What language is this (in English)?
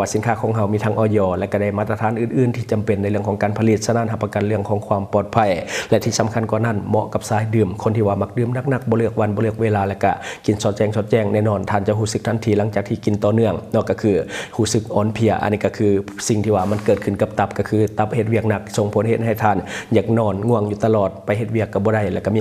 Lao